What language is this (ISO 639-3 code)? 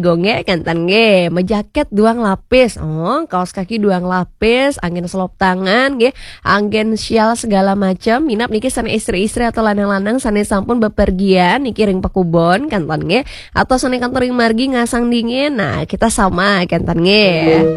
ban